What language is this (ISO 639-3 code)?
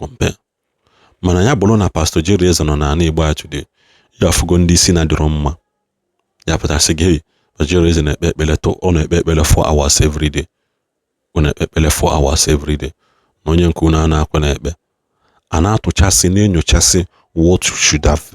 ibo